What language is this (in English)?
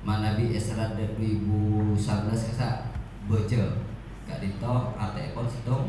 Madurese